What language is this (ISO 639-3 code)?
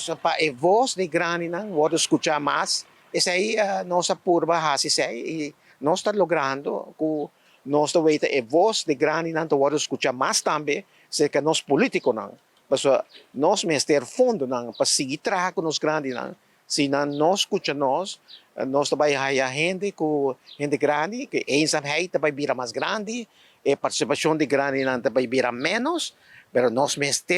pap